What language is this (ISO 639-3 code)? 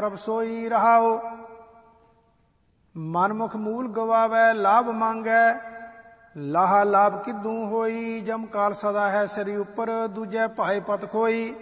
pan